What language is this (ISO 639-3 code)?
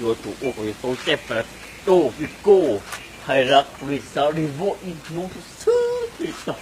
hmn